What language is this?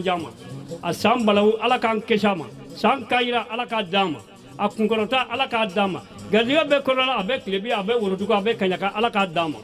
Bambara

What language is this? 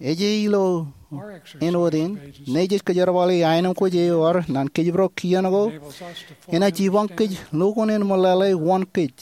Marshallese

